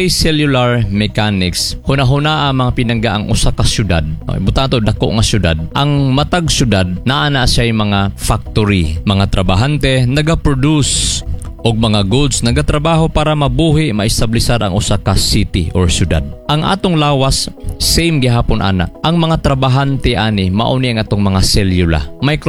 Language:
Cebuano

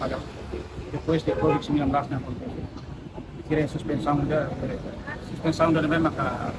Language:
Tetum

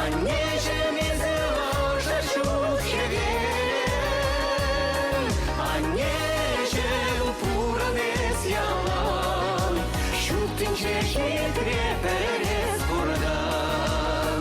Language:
Chuvash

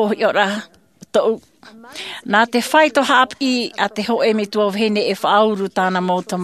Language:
Tahitian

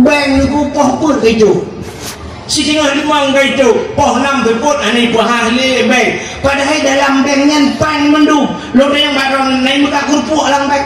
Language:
Achinese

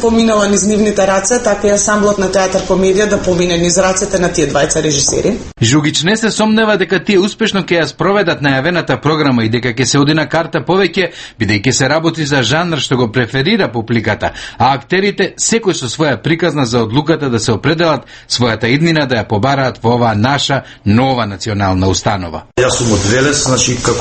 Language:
Macedonian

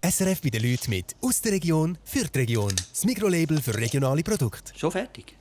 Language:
Swiss German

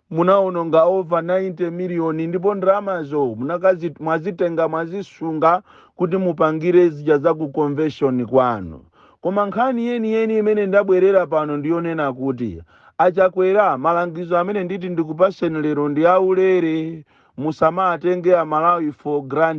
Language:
Nyanja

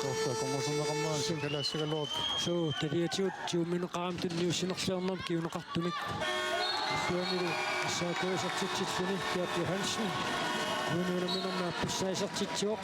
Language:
Kalaallisut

